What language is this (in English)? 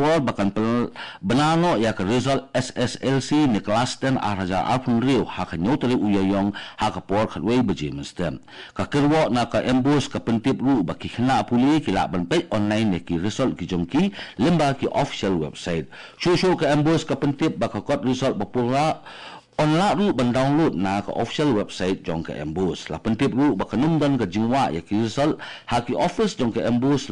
Khasi